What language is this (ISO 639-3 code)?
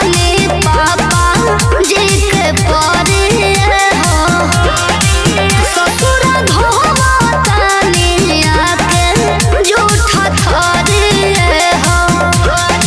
bho